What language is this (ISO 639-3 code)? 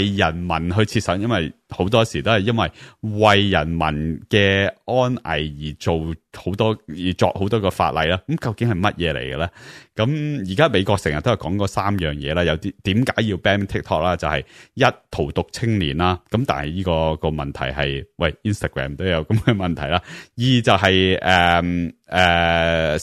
yue